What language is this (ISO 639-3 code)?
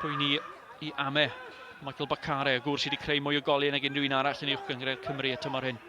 cym